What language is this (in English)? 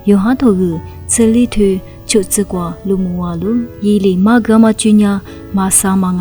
Lisu